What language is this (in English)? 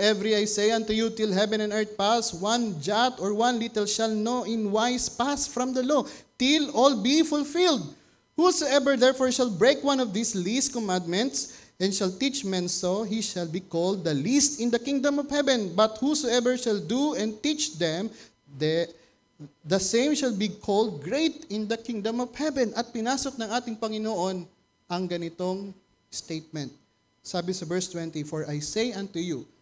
Filipino